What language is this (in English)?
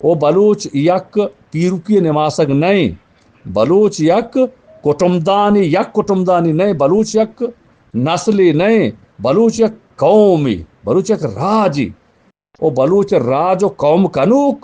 Eastern Balochi